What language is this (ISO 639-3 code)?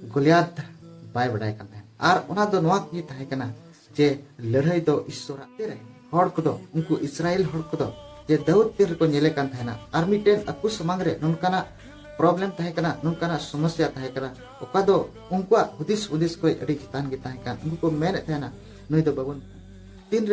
sat